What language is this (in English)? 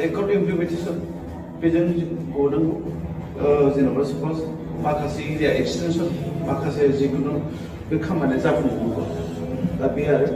Bodo